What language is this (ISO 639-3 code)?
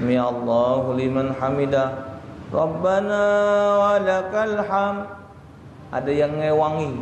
mui